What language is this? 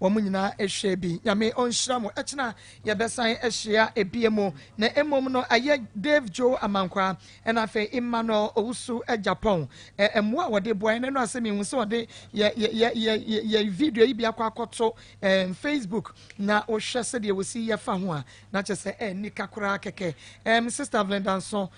Akan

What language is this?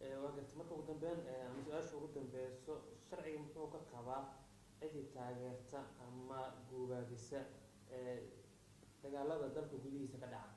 Somali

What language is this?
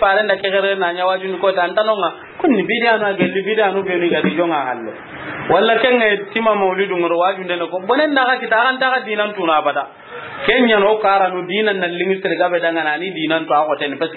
Soninke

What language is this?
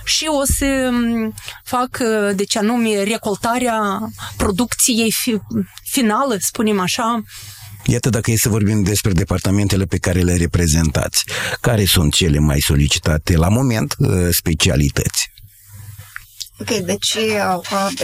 Romanian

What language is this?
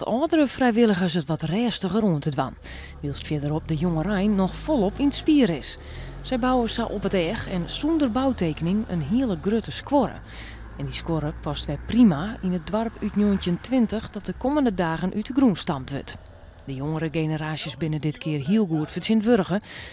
Western Frisian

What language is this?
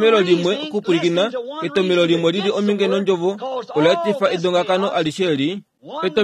Kuanyama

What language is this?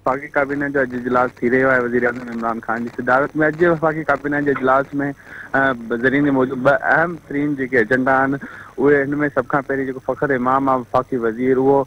Sindhi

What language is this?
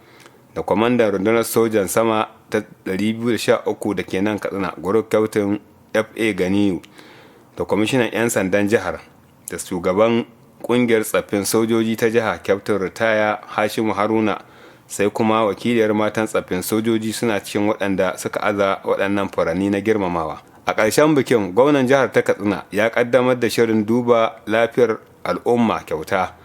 Hausa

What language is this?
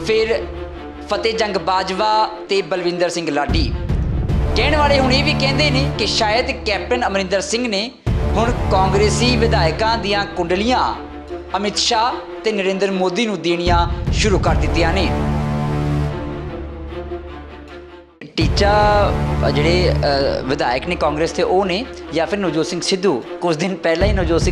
Punjabi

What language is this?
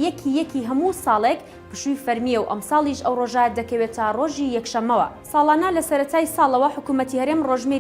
Central Kurdish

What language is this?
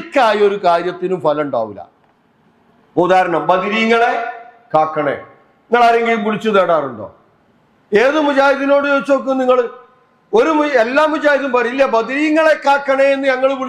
Malayalam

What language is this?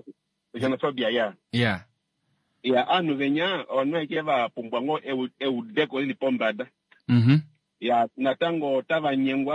Kuanyama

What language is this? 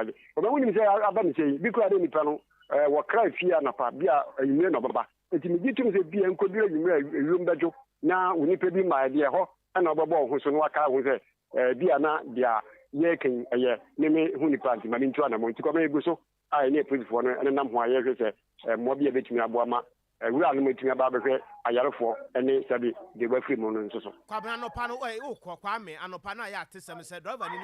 Akan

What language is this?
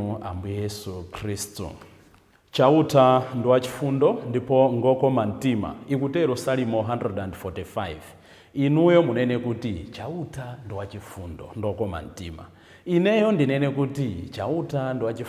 Nyanja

